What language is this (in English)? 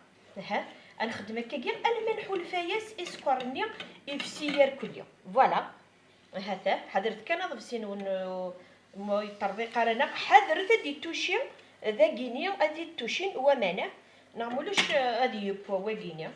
Kabyle